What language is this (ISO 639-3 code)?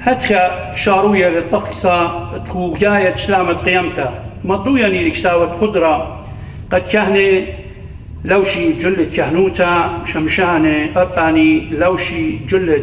aii